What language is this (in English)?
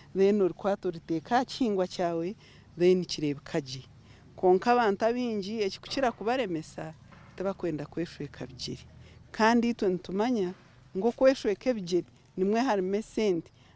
Nyankole